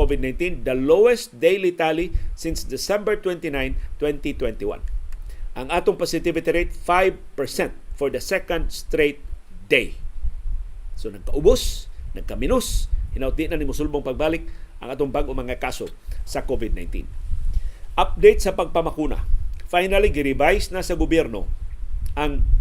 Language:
Cebuano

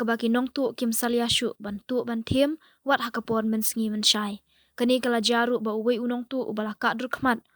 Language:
Khasi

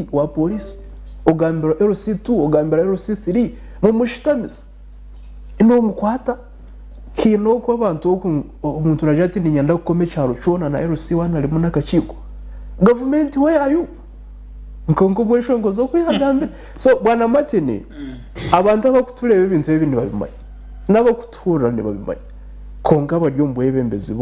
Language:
Nyankole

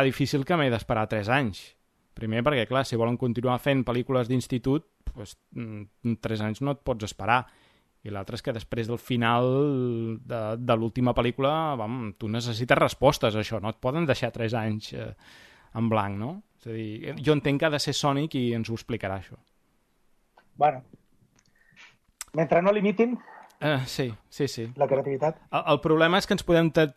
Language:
Catalan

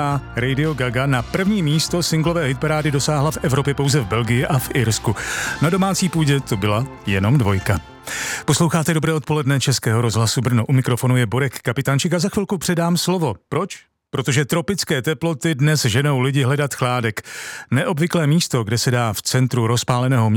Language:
Czech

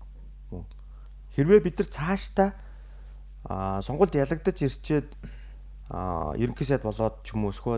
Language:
Mongolian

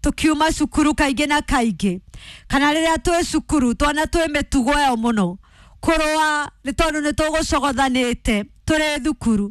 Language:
Kikuyu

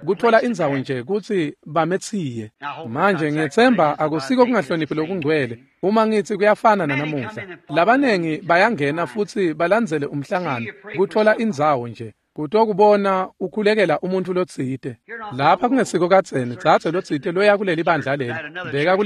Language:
Swati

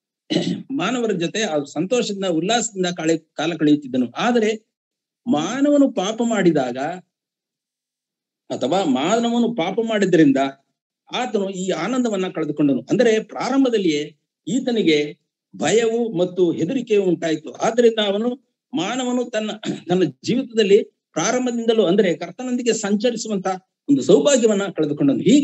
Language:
Kannada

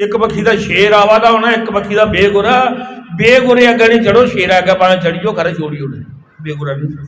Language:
Dogri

